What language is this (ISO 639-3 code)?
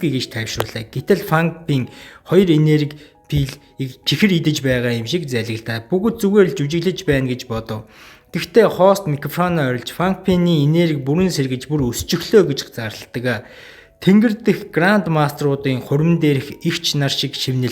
mon